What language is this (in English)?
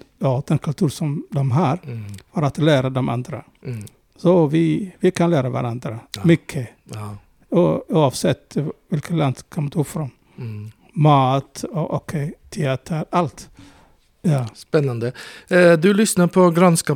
Swedish